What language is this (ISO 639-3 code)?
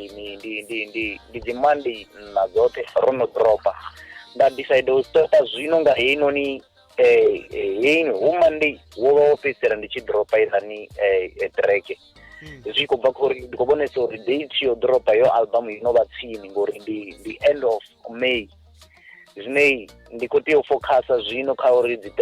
ven